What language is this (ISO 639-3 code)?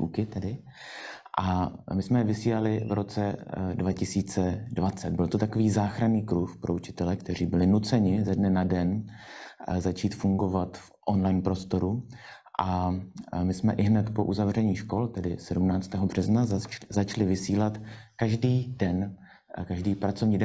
ces